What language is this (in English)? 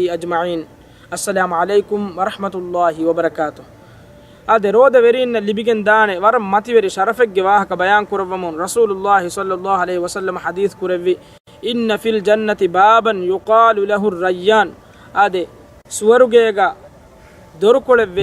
Divehi